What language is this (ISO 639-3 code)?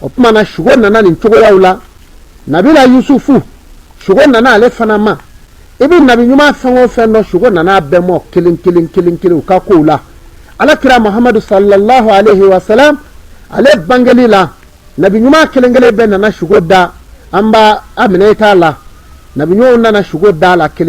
bam